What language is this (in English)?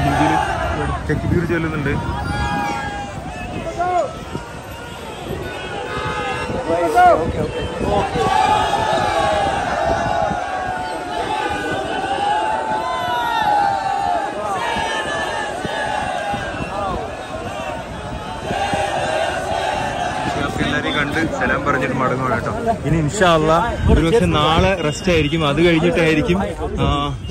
Malayalam